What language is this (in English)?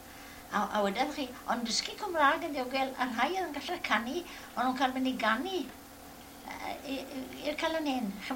Welsh